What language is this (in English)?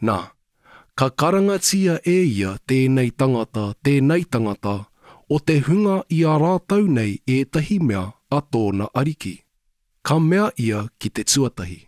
Māori